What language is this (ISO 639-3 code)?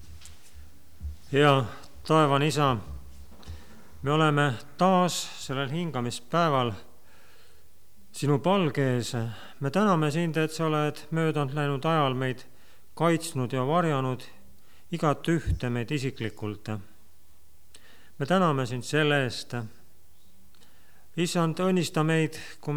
est